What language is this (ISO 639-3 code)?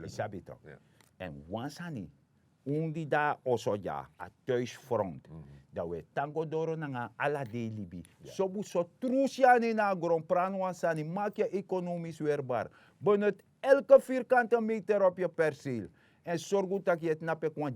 srn